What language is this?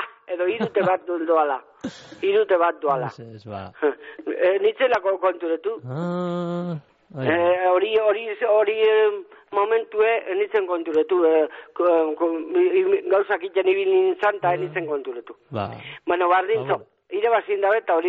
Basque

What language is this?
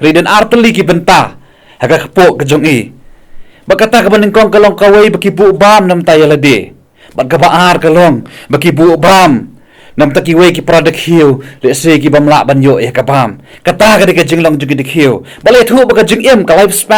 Khasi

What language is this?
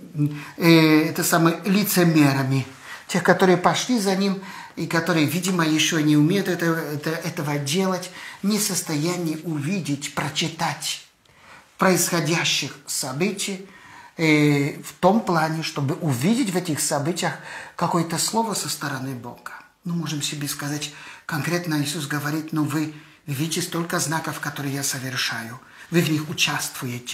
Russian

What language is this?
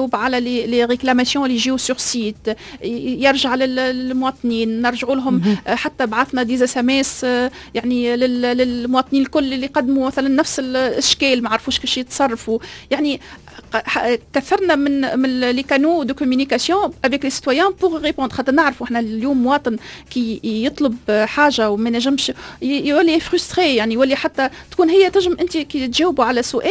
Tunisian Arabic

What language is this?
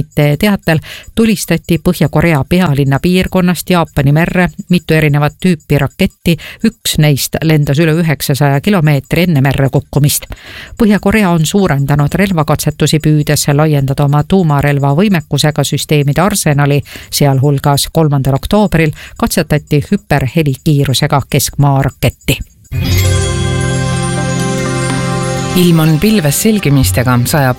Estonian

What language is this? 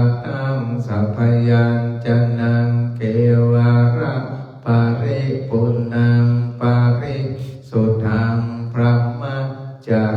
Pali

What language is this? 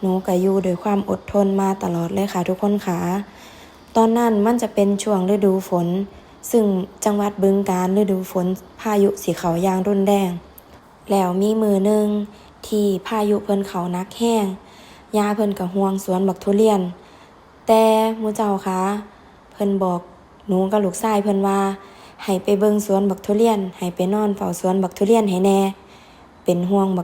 Northeastern Thai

